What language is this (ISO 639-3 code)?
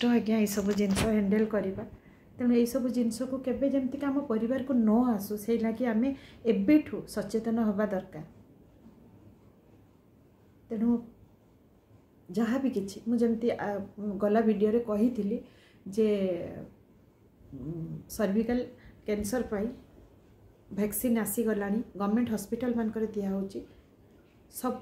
ori